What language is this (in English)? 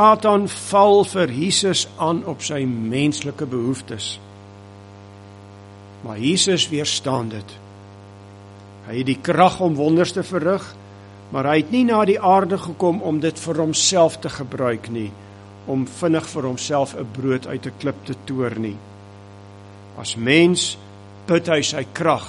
Afrikaans